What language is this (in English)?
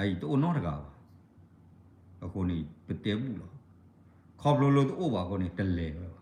S'gaw Karen